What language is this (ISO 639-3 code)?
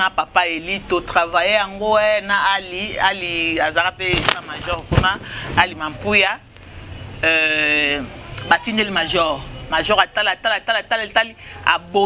lin